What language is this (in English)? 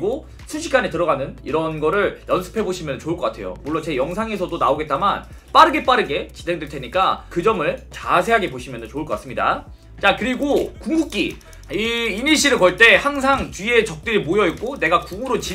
Korean